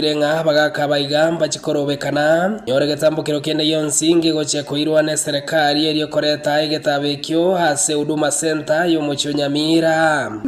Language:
Gusii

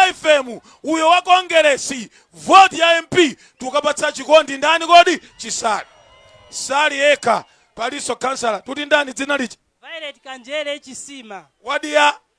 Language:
Nyanja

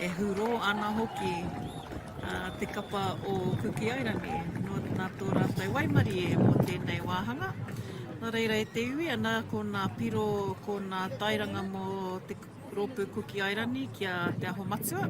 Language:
Māori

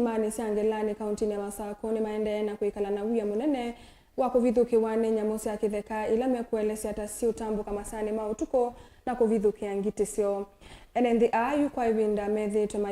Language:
Kamba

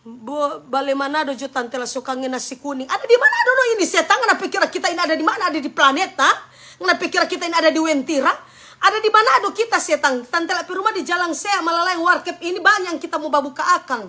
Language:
Manado Malay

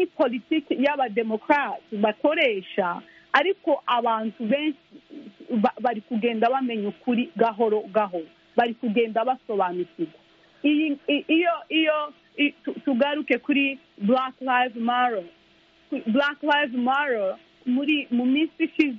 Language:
Kinyarwanda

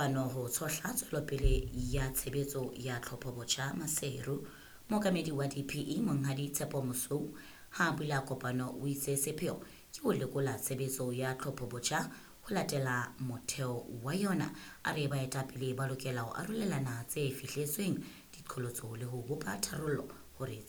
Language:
Southern Sotho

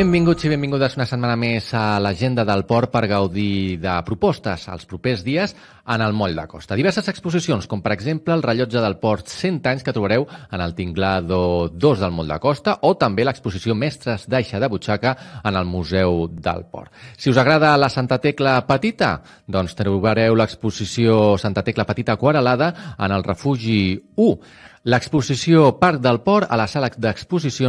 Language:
Catalan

